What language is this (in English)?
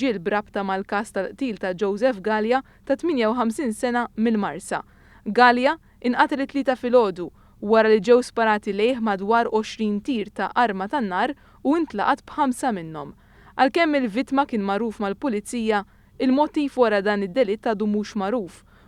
Maltese